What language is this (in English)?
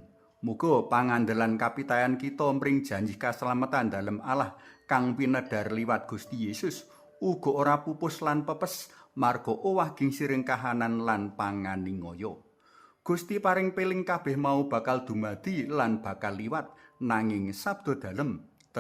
Javanese